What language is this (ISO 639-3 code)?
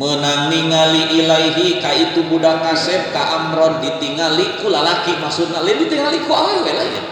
sun